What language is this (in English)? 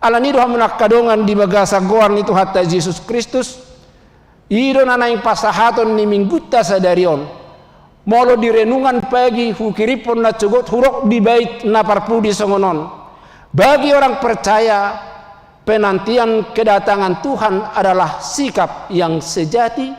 Batak Toba